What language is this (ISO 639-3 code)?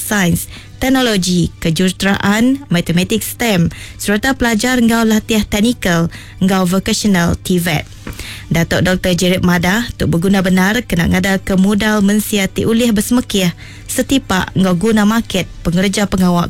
iba